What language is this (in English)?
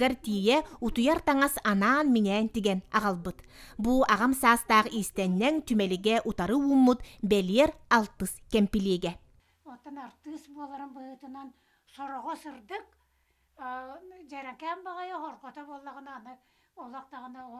Yakut